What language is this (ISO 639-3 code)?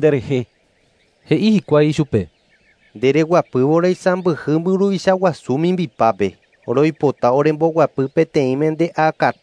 grn